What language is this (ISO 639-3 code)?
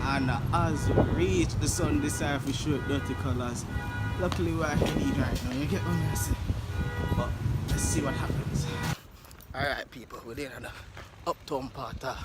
jam